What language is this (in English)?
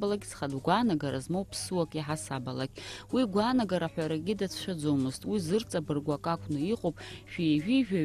Abkhazian